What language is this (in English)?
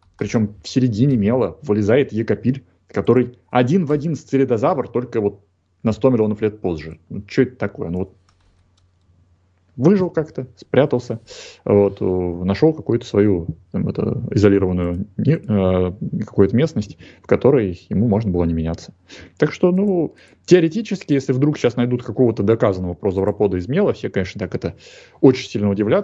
Russian